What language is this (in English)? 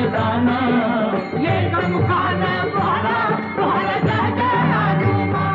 Marathi